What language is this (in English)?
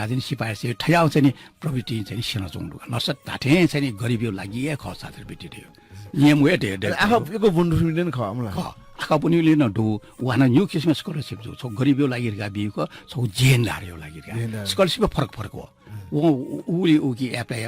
Newari